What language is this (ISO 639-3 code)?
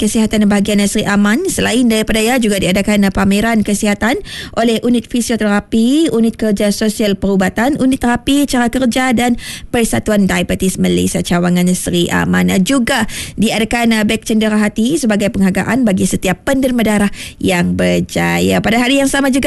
msa